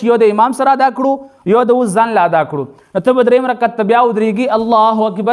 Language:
Pashto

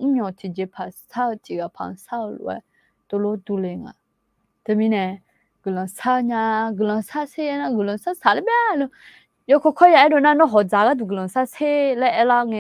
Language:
Akha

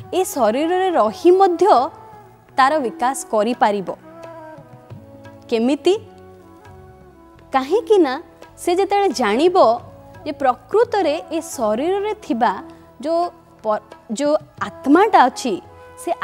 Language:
Odia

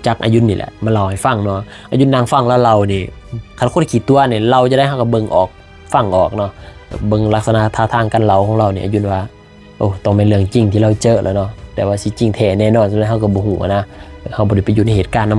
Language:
Lao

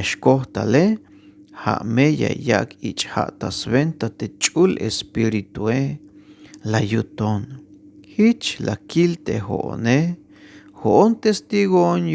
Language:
Tzeltal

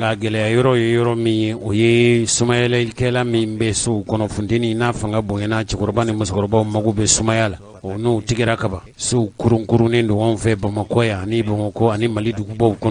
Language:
Bambara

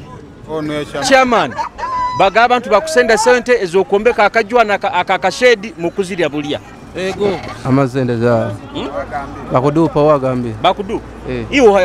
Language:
Nyoro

